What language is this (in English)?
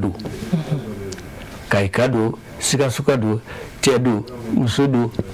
Bambara